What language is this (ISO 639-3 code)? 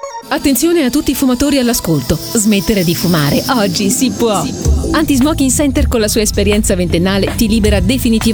ita